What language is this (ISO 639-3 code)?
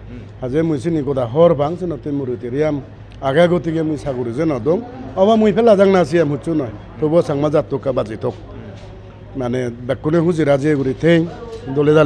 ccp